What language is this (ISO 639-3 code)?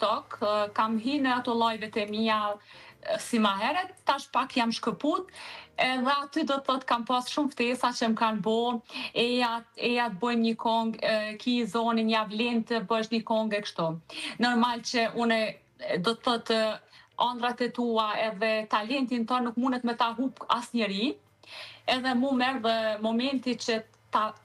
sqi